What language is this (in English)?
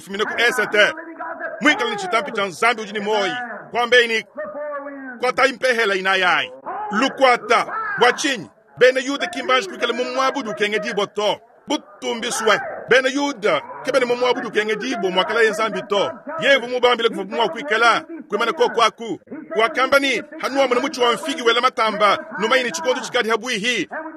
Luba-Lulua